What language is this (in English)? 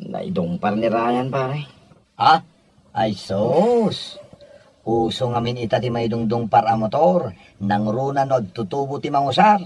Iloko